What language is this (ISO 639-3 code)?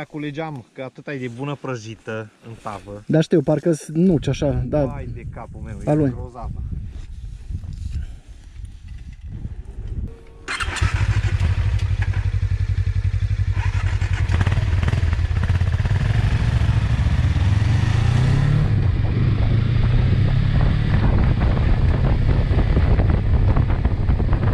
ron